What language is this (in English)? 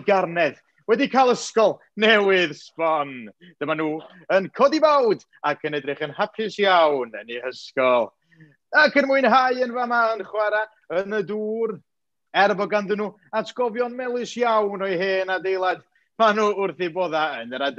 Welsh